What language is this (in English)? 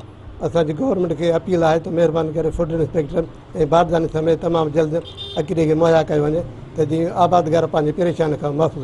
Sindhi